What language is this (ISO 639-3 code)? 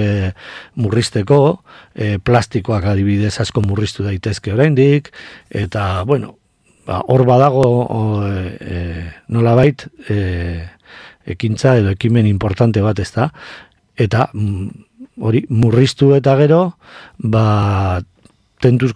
eus